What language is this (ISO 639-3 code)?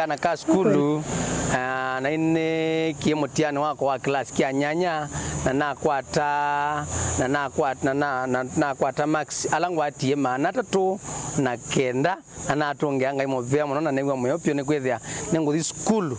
kam